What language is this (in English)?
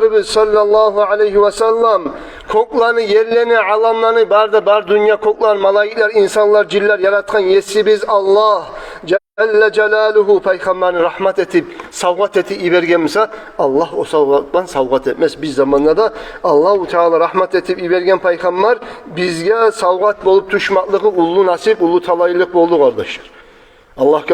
Kumyk